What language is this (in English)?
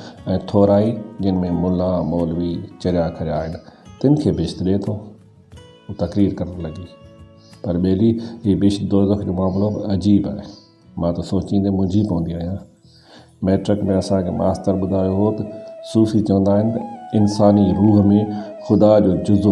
Sindhi